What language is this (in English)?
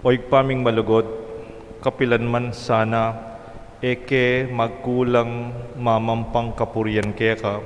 Pampanga